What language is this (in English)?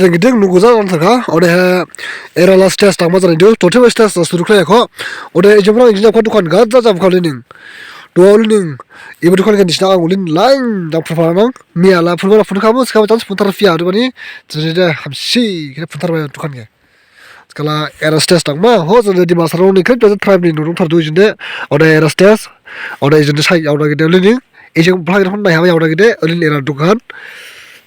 Dimasa